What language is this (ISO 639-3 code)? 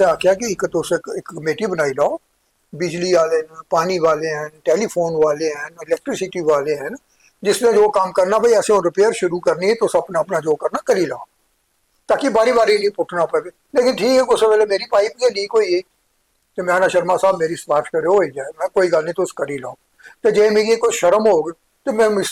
doi